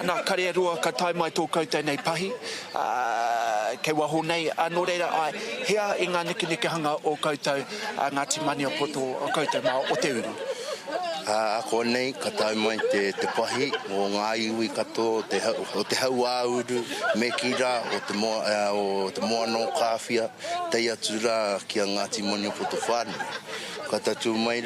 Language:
Māori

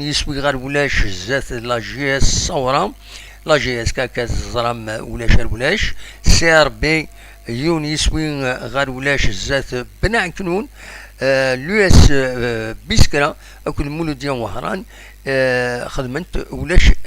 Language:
Kabyle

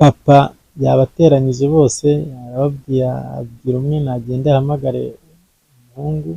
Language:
Kinyarwanda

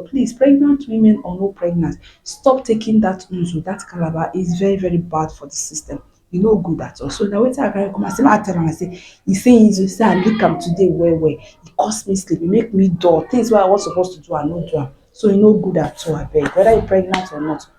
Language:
Nigerian Pidgin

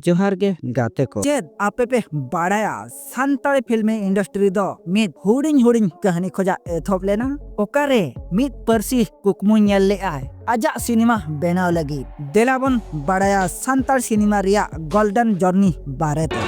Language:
Santali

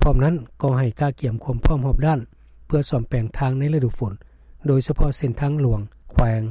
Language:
Lao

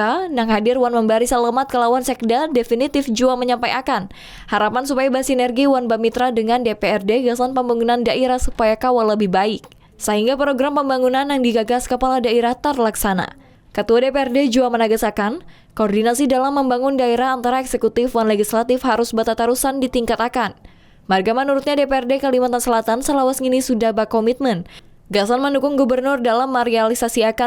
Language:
Banjar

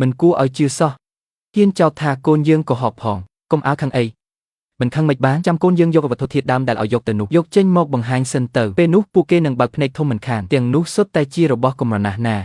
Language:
Khmer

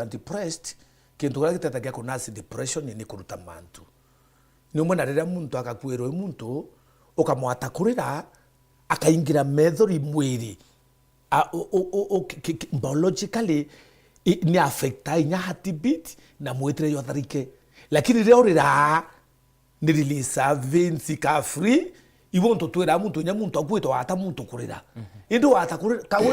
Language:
Meru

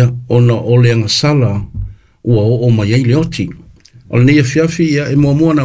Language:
Samoan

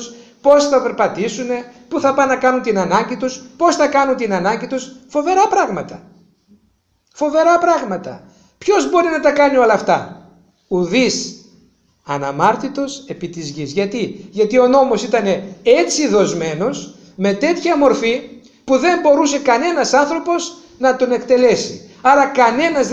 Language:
Greek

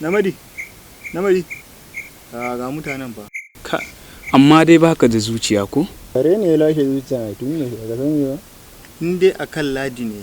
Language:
Hausa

